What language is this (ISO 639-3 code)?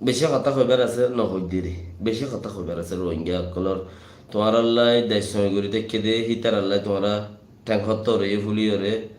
rhg